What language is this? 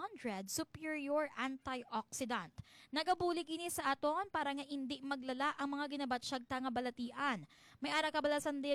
Hiligaynon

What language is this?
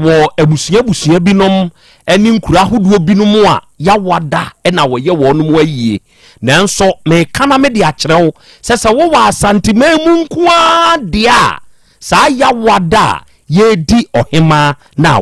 Akan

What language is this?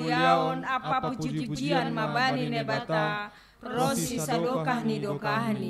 Batak Simalungun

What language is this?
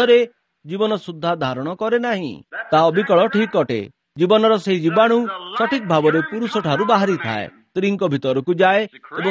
Odia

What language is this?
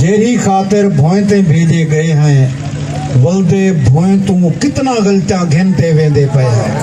Saraiki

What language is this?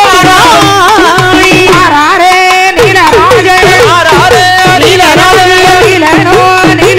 Tamil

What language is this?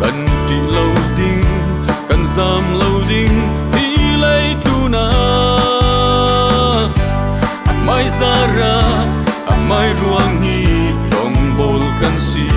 Falam Chin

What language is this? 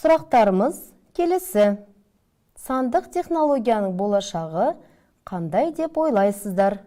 Kazakh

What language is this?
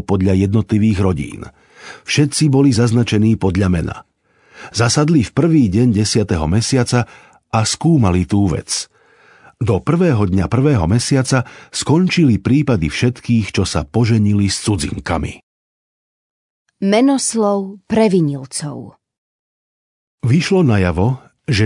Slovak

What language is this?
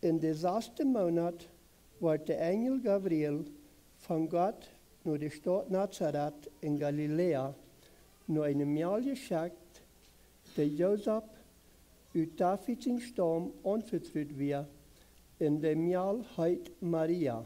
Plautdietsch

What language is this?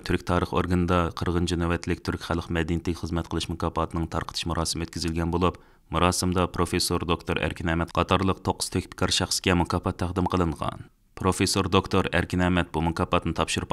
Uyghur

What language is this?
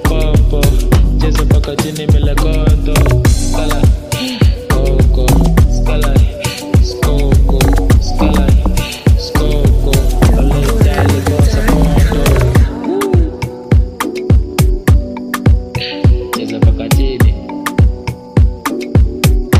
Swahili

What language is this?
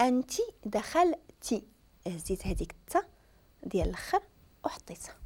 Moroccan Arabic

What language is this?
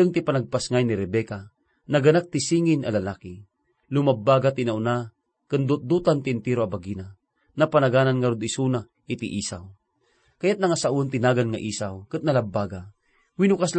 Iloko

